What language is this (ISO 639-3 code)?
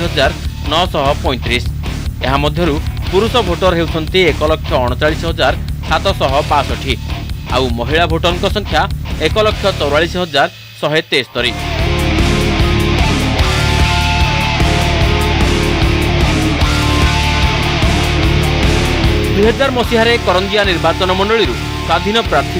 ori